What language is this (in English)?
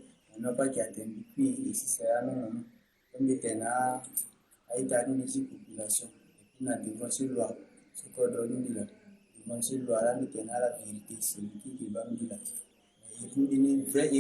Sango